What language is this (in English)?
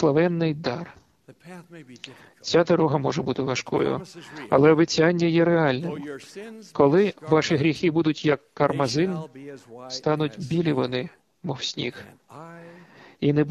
Ukrainian